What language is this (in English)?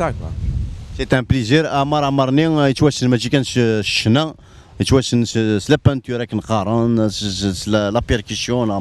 Kabyle